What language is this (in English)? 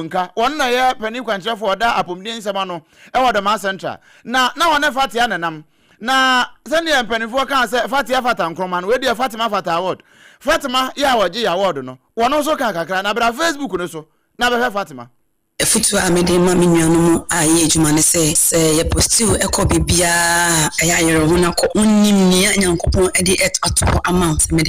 Akan